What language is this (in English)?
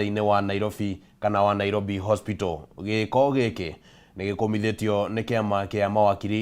Kikuyu